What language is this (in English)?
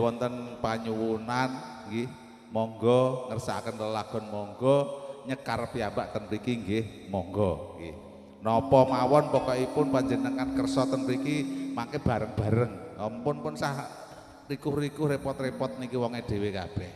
Javanese